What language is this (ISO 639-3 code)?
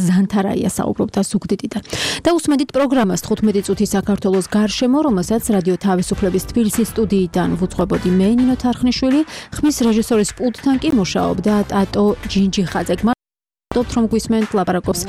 kat